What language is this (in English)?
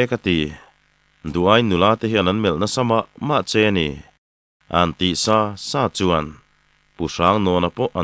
Mizo